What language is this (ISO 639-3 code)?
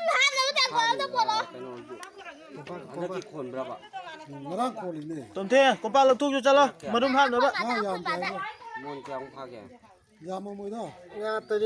mni